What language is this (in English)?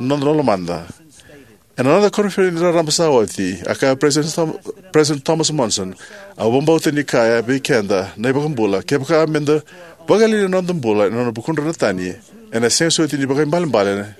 Fijian